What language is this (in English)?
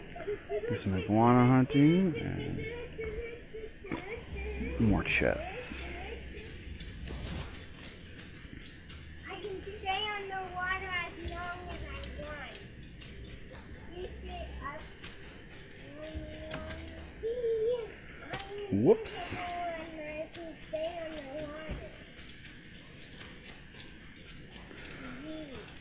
English